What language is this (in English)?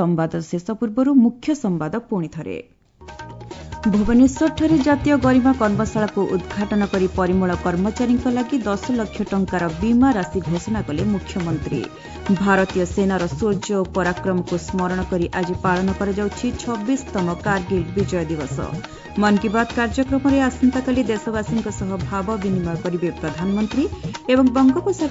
Odia